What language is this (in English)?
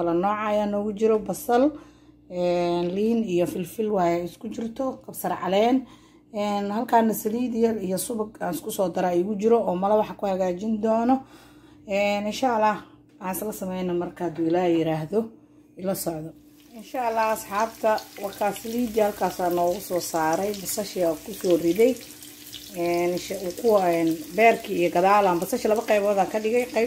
Somali